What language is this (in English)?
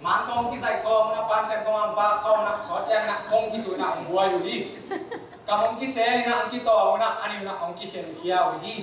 Tedim Chin